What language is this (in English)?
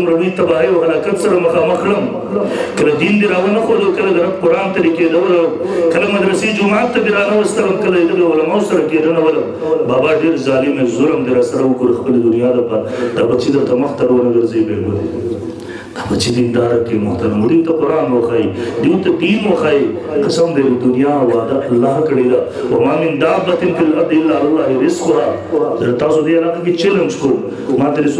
Pashto